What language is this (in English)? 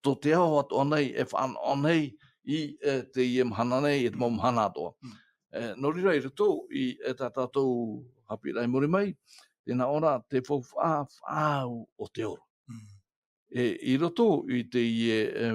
Tahitian